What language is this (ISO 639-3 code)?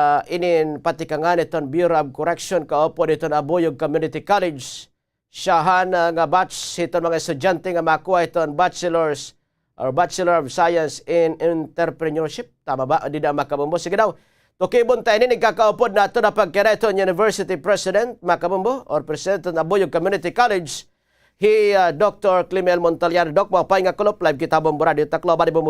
war